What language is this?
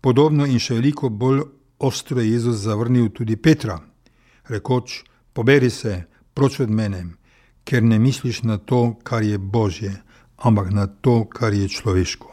Slovenian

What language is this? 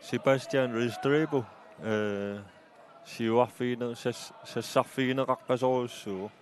Kalaallisut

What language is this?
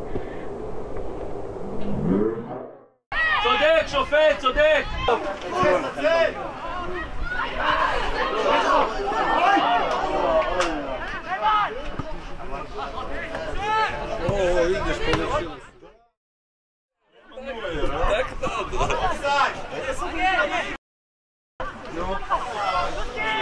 Hebrew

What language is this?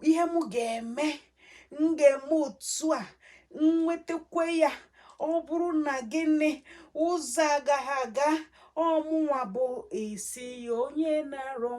Igbo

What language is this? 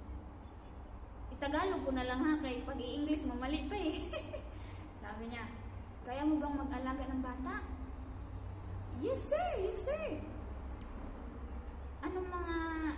Filipino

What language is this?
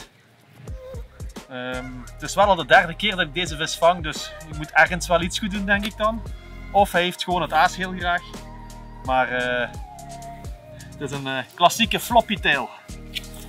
Dutch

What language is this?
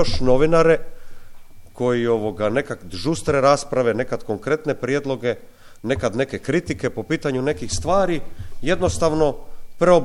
Croatian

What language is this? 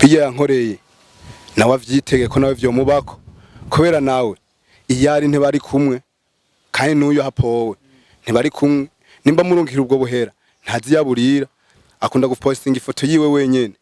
Rundi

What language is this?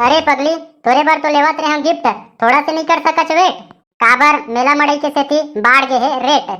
Chhattisgarhi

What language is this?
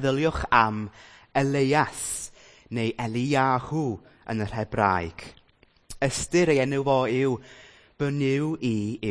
Welsh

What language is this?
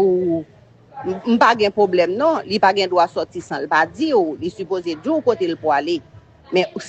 Haitian Creole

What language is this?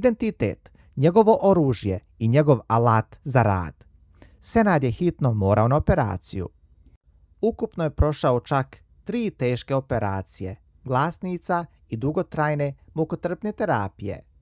Bosnian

